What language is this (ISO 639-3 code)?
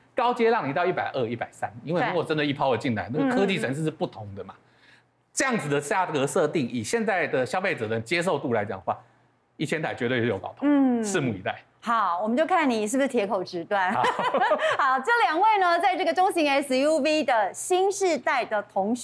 zho